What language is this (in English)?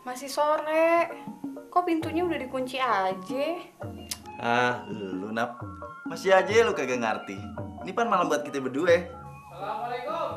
Betawi